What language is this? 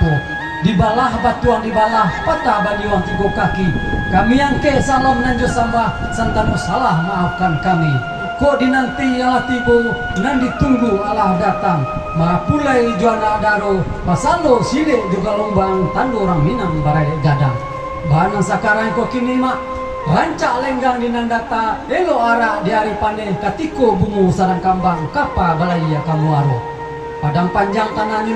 Minangkabau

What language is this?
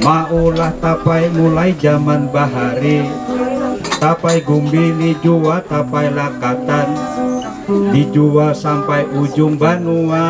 Banjar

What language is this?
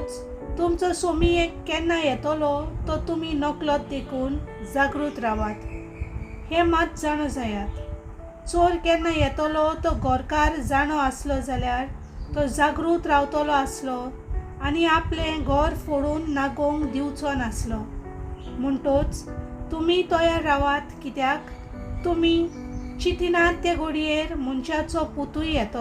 Konkani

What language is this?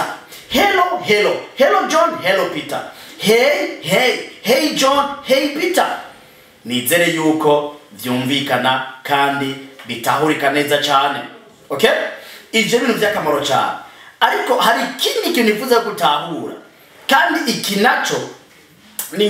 Rundi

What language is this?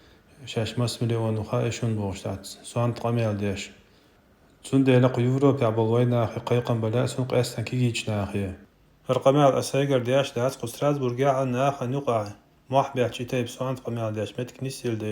Chechen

